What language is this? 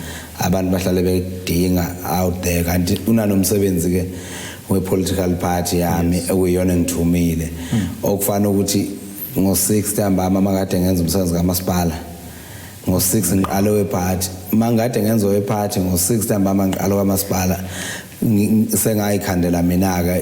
Zulu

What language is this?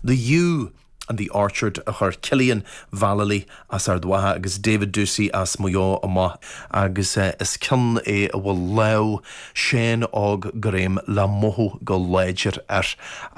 Irish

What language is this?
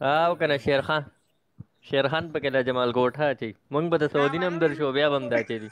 Pashto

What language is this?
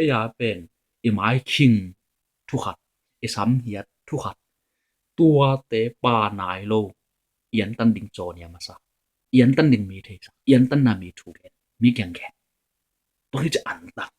Tedim Chin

